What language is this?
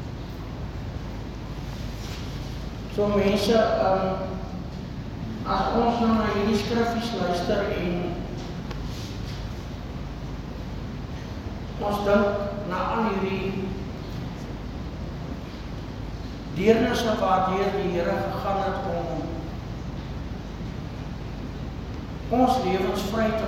Afrikaans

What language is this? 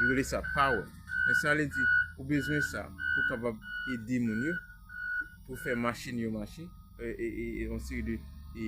Haitian Creole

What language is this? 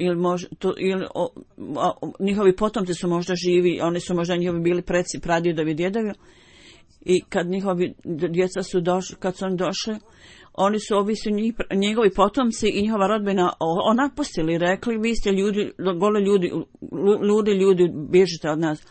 Bosnian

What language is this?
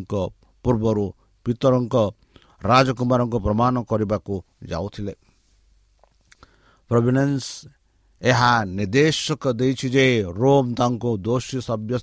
Odia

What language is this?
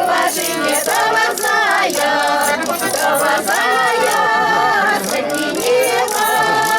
Chuvash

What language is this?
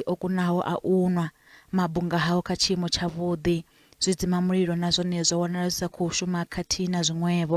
Venda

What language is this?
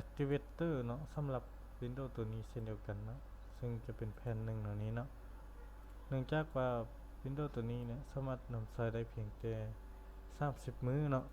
Lao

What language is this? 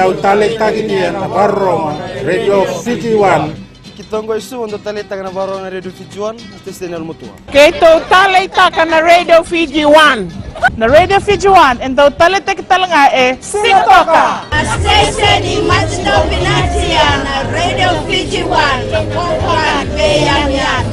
Fijian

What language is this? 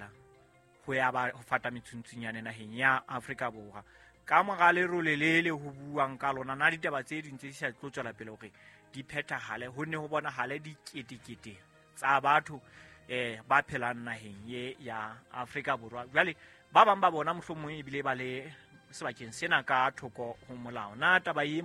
Southern Sotho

